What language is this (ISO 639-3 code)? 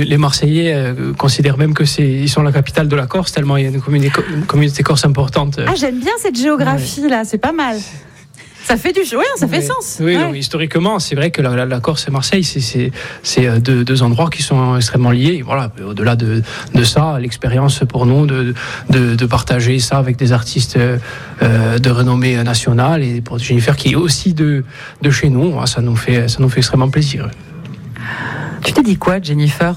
fra